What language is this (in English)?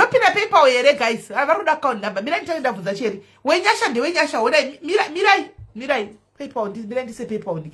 Shona